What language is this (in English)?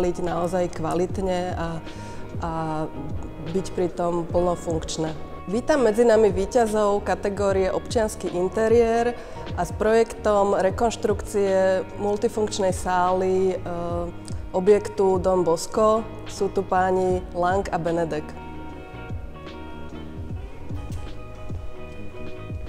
Slovak